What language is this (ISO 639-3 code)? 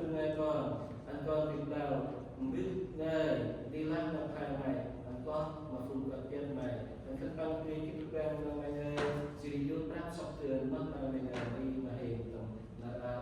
cmo